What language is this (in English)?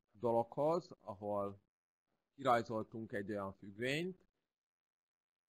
Hungarian